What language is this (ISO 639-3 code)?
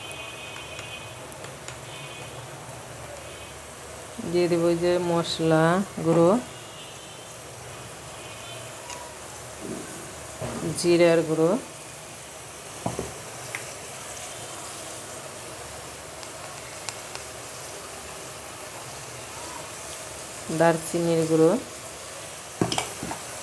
ben